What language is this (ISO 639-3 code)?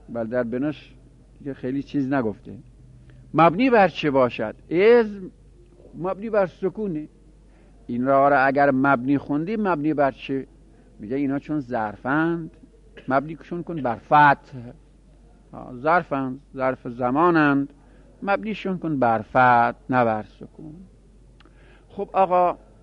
fas